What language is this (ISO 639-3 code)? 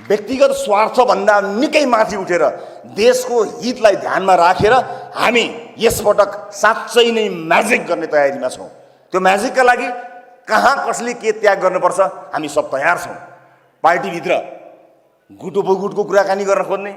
nep